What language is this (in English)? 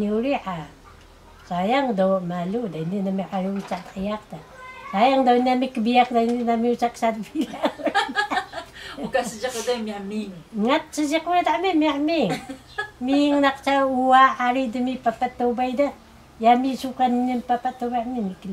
Taroko